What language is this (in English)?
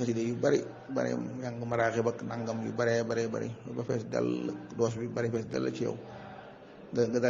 Wolof